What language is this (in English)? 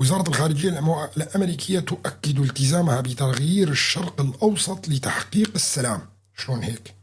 North Levantine Arabic